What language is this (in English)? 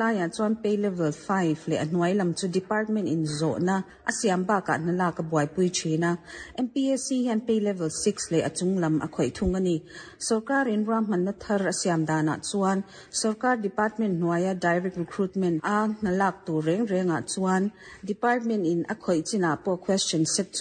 Mizo